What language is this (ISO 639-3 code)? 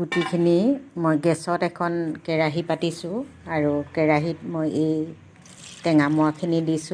asm